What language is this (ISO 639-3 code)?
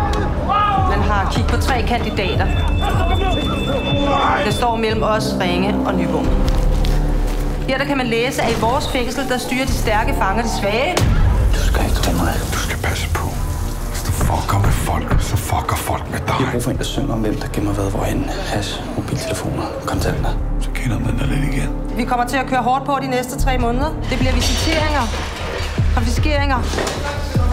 dan